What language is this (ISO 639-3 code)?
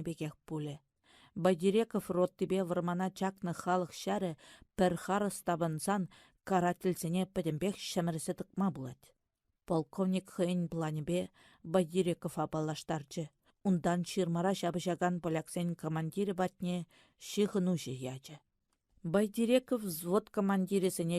chv